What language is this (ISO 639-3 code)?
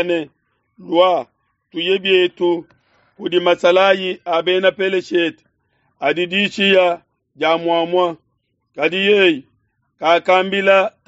lua